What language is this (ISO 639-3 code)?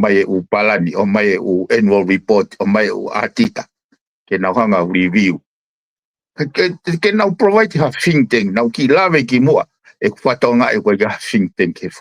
ton